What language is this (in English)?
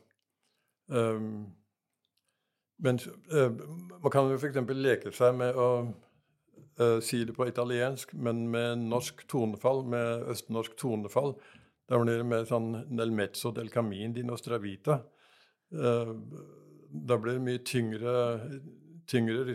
Norwegian